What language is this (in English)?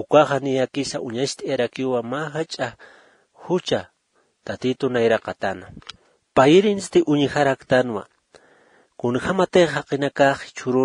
Aymara